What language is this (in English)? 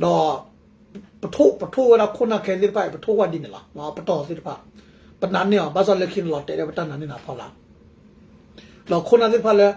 S'gaw Karen